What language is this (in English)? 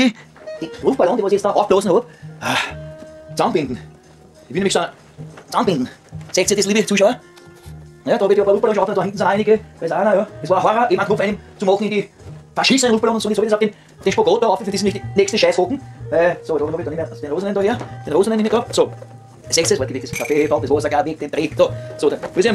Bavarian